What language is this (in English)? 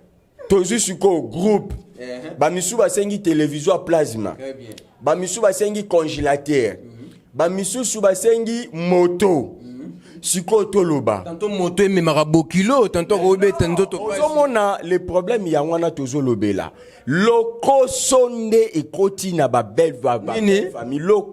Lingala